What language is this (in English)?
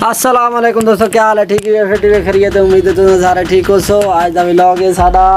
Saraiki